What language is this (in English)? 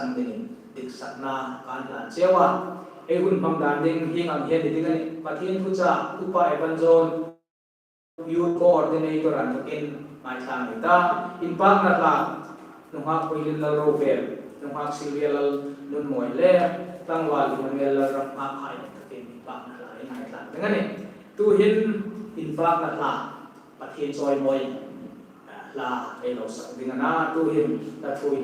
Hmar